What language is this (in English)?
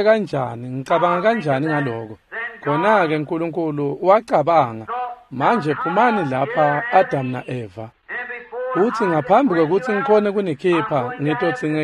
Swati